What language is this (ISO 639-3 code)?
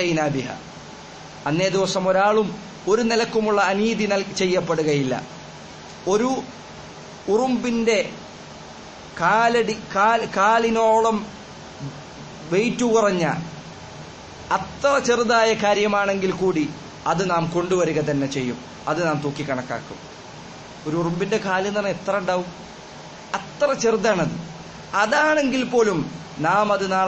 mal